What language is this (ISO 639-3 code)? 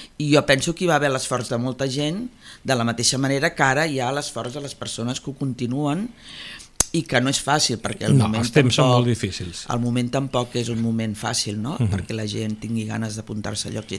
cat